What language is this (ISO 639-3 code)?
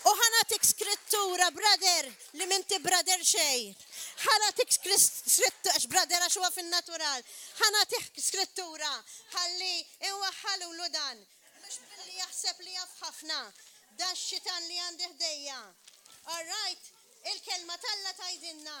mlt